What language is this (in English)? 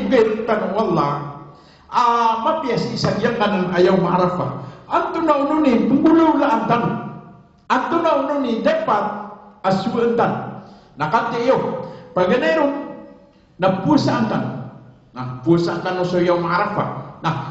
Maranao